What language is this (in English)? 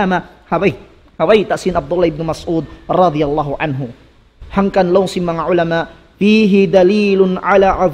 Tausug